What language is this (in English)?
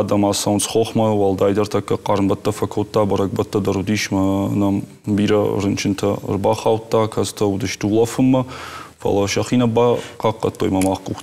Ossetic